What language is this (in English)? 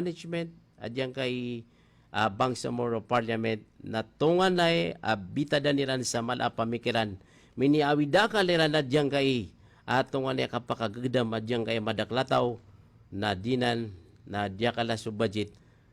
Maranao